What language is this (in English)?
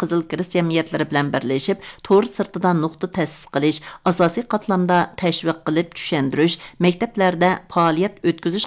Uyghur